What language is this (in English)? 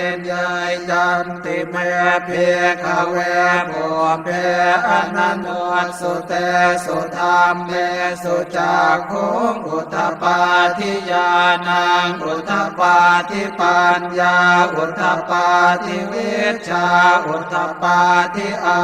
Pali